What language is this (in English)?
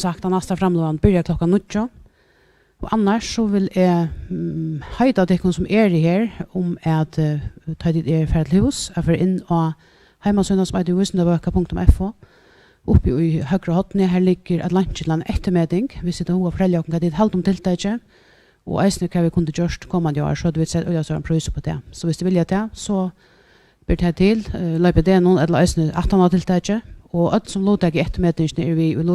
Faroese